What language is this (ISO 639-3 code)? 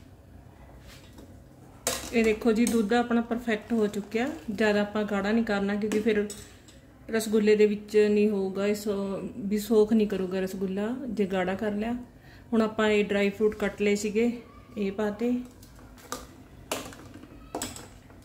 pan